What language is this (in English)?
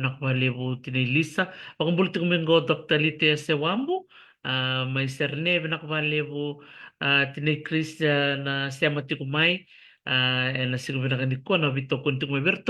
Fijian